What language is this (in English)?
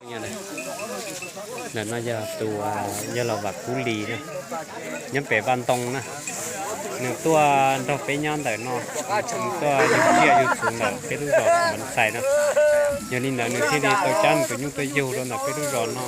Hmong